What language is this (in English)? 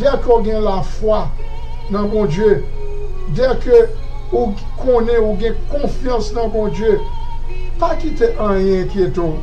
Haitian Creole